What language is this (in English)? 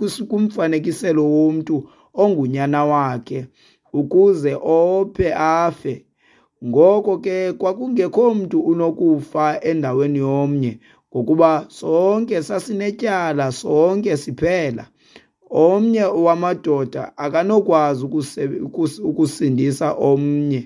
Xhosa